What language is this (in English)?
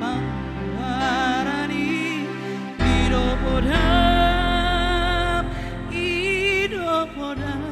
Batak Toba